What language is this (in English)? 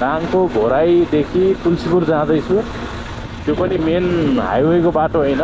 Nepali